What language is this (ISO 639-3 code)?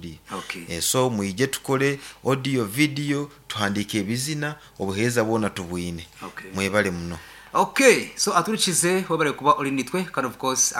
nyn